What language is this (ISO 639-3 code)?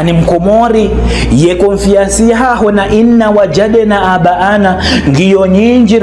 zdj